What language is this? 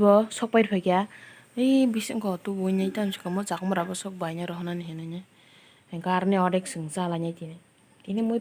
Kok Borok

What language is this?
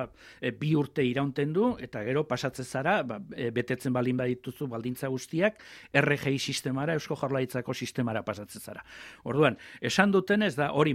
Basque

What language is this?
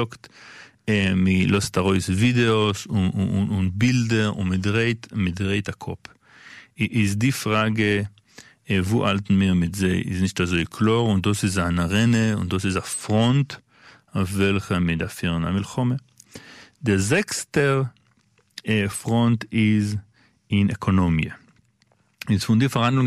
Yiddish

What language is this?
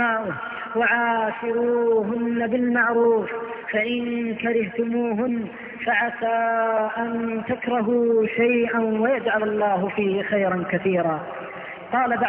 Arabic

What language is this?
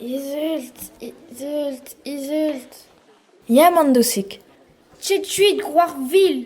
Breton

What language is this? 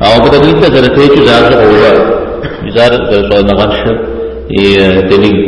Kabardian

